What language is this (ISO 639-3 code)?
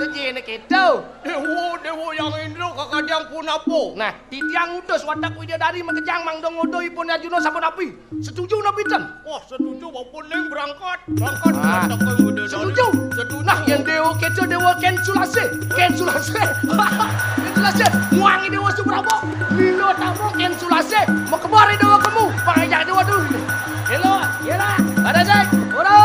ban